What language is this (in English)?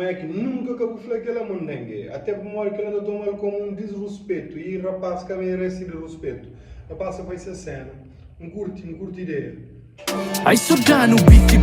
Kabuverdianu